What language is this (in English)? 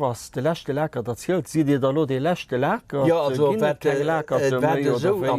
Luxembourgish